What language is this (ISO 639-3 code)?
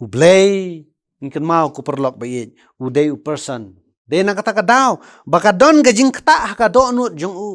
kha